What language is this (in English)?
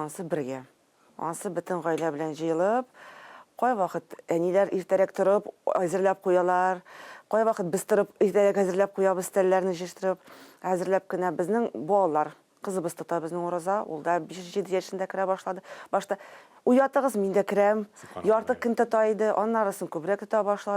Tatar